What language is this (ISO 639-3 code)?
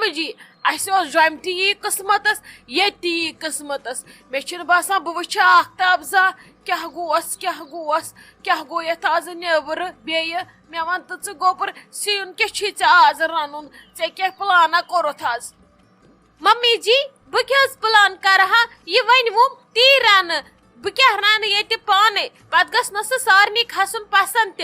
kas